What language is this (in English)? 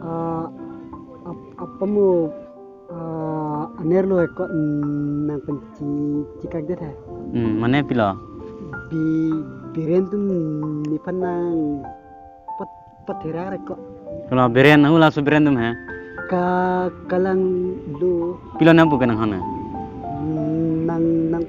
Karbi